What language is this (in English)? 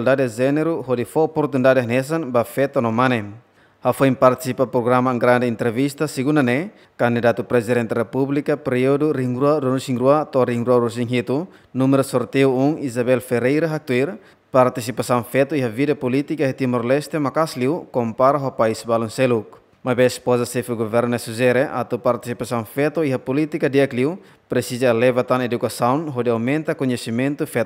Tetum